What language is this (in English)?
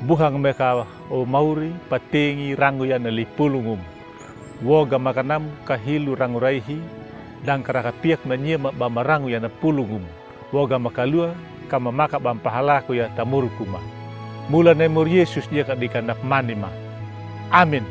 Anakalangu